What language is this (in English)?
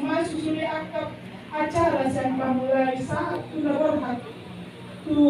Batak Toba